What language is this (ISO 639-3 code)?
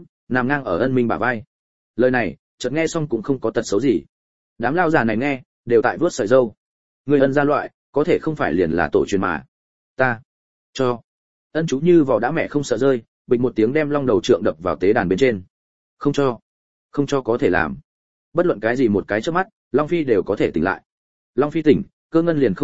vie